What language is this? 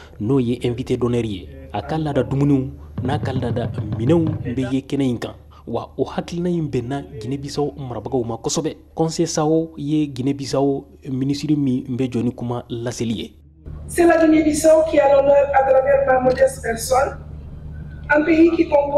Bambara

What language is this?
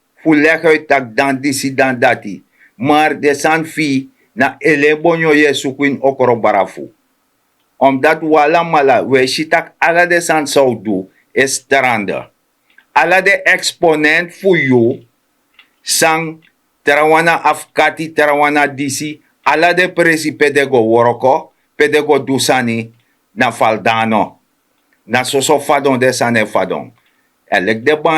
Sranan Tongo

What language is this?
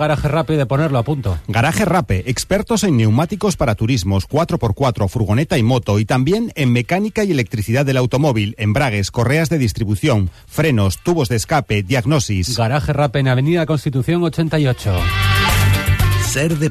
Spanish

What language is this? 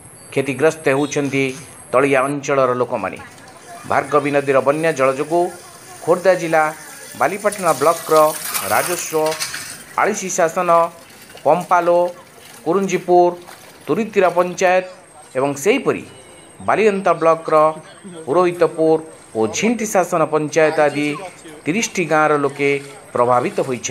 Odia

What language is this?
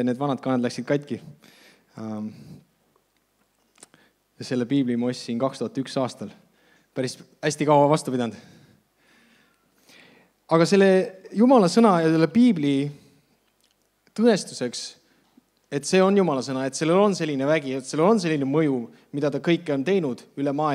Estonian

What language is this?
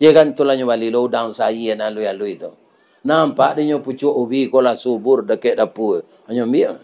Minangkabau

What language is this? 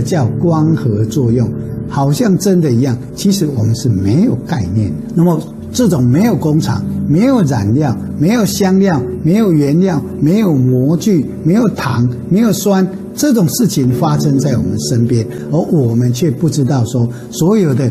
Chinese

